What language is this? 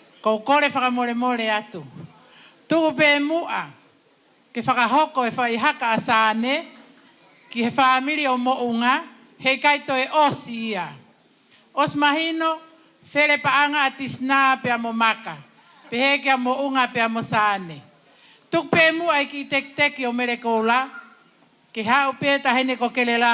Tongan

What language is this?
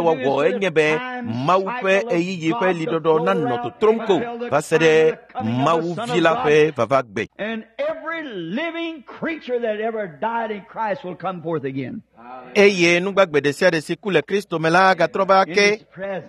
Ewe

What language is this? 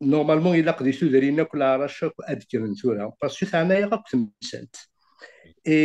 Kabyle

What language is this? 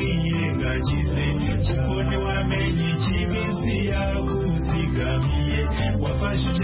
Kinyarwanda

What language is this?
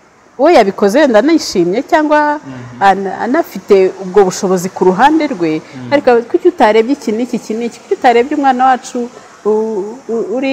Kinyarwanda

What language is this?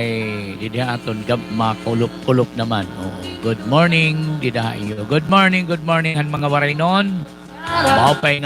Waray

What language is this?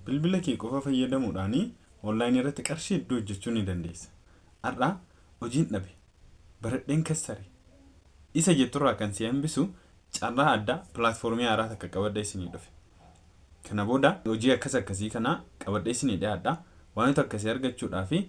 Oromo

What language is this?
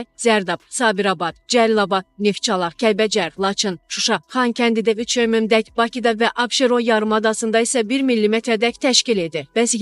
Azerbaijani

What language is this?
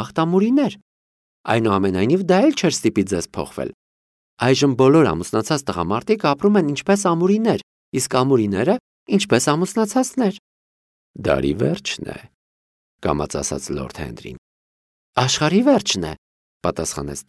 Armenian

